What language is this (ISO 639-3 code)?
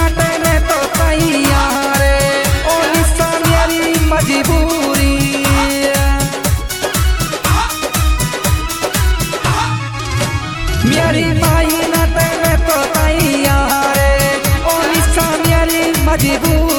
bgc